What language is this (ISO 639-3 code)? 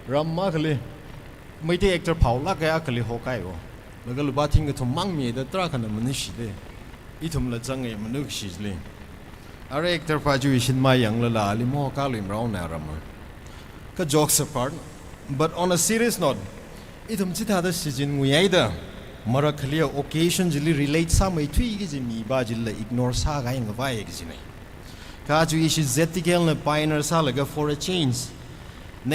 nmf